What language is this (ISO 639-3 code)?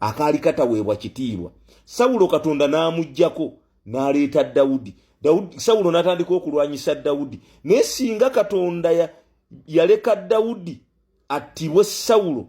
lug